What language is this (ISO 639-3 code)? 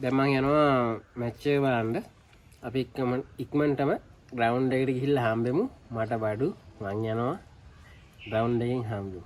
sin